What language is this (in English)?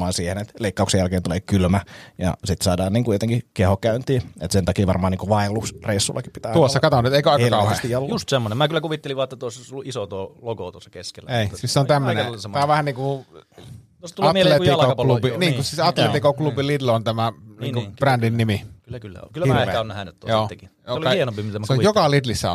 Finnish